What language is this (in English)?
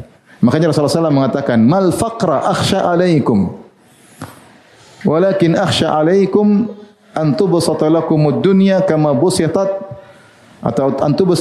Indonesian